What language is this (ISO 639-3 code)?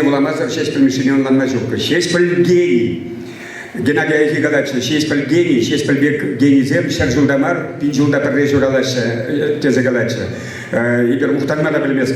chv